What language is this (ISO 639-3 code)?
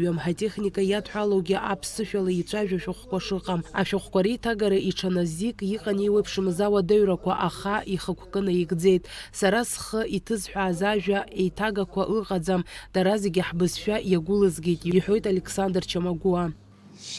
abk